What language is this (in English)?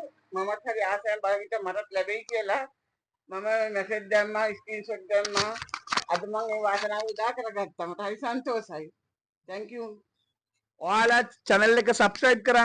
Sinhala